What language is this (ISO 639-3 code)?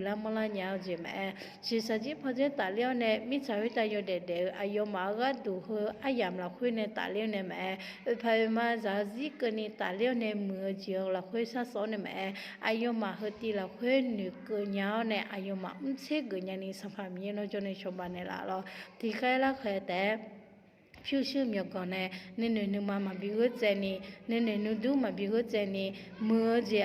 ahk